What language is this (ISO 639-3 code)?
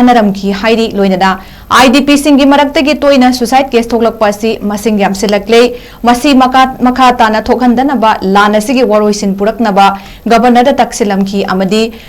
mni